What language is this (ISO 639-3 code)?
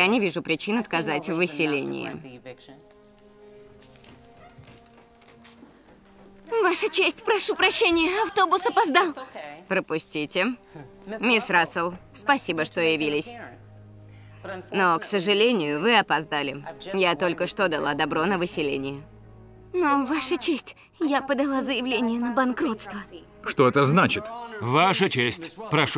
rus